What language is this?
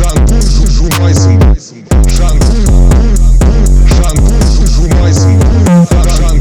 Kazakh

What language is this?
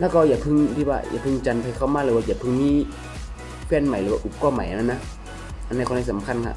Shan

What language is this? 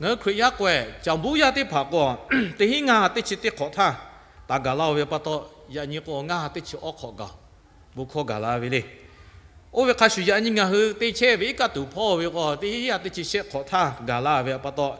Lahu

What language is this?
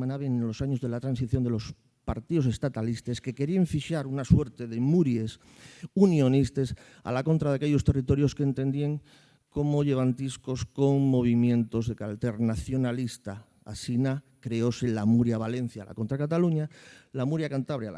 Asturian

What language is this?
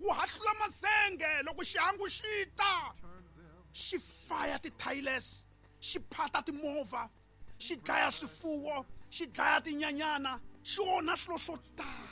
Tsonga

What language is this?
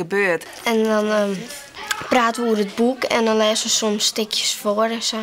Western Frisian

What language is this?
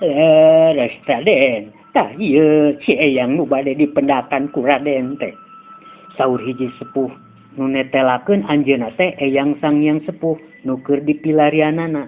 Sundanese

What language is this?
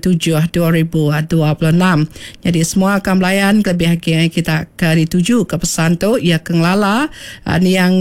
Iban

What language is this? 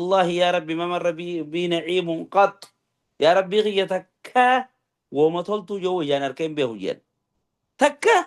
Oromo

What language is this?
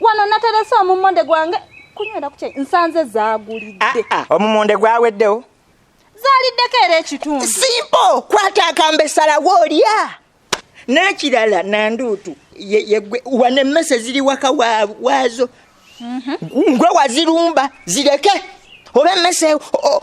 Ganda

